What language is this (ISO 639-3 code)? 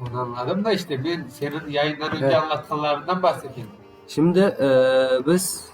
crh